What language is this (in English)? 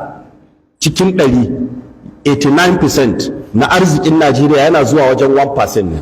Hausa